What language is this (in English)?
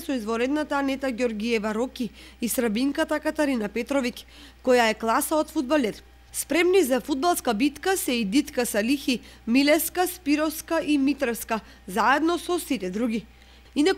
Macedonian